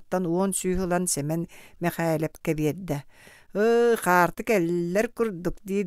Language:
Yakut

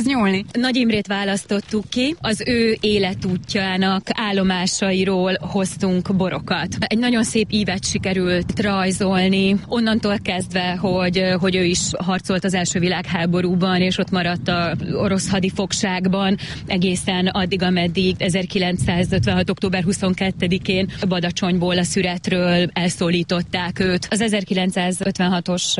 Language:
Hungarian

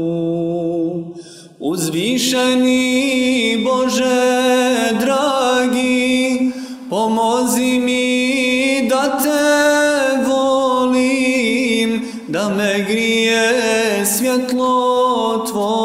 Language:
Bosnian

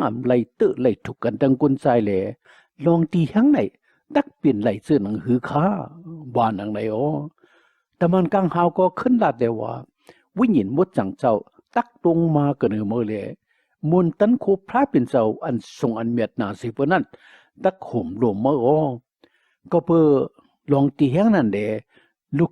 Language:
Shan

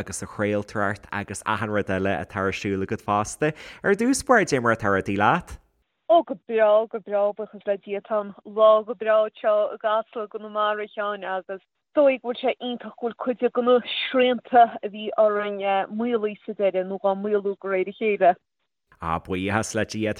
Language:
Irish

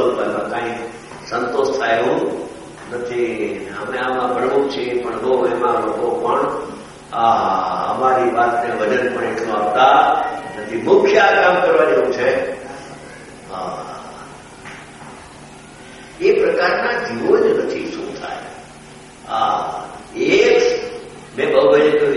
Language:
Gujarati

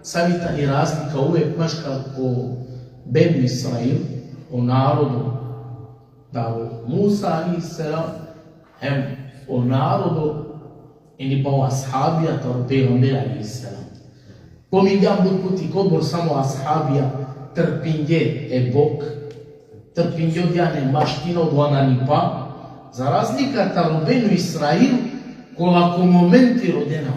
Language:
Balkan Romani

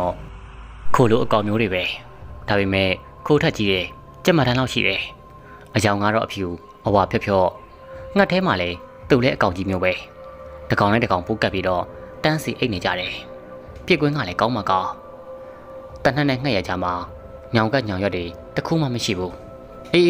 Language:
Burmese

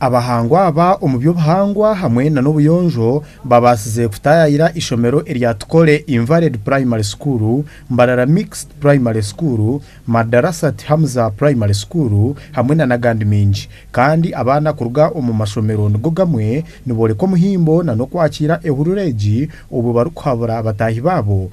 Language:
Nyankole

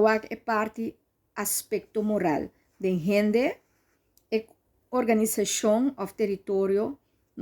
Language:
Papiamento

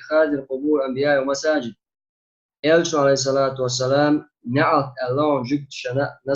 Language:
Chechen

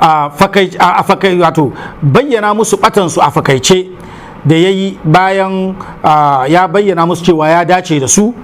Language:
Hausa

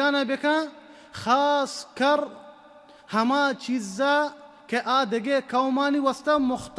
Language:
Baluchi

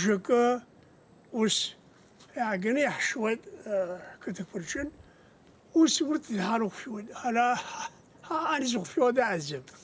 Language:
Abkhazian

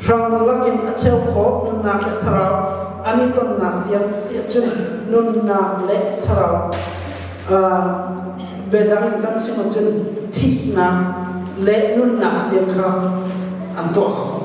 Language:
Hakha Chin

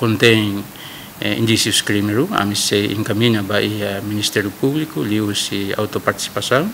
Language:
Tetum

